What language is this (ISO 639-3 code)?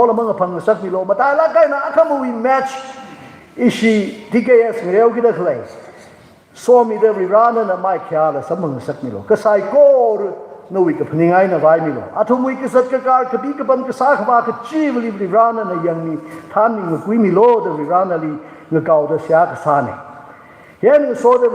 nmf